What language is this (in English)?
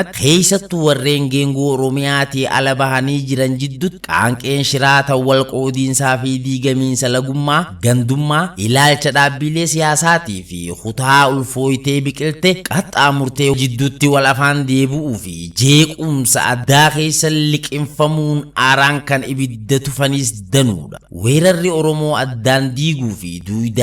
Oromo